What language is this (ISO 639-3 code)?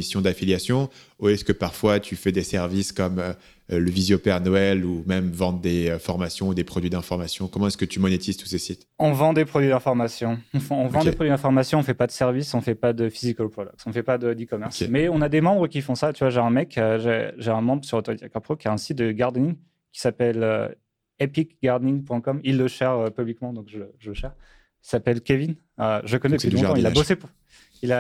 fra